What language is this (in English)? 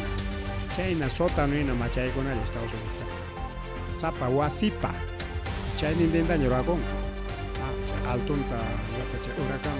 Ayacucho Quechua